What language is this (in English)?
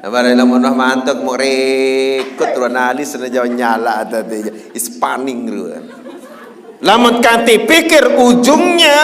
Sasak